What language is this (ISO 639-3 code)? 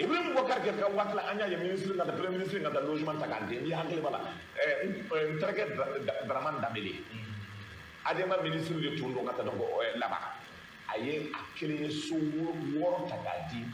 bam